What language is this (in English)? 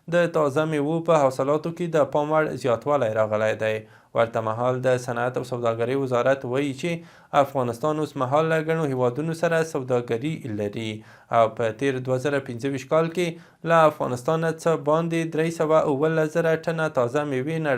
Pashto